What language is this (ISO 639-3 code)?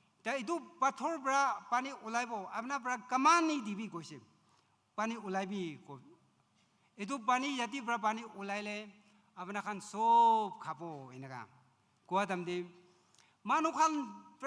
nag